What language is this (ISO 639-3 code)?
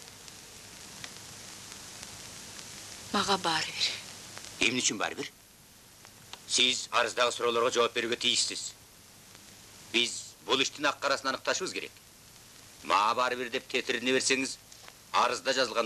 kir